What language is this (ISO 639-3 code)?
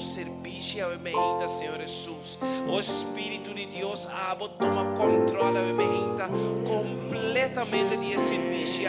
pap